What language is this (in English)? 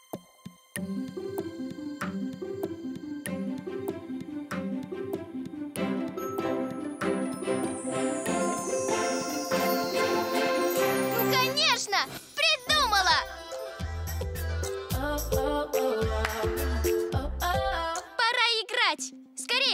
Russian